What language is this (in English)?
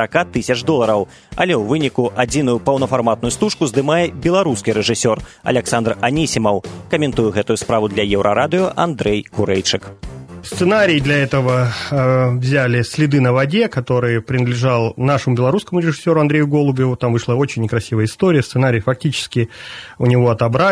Belarusian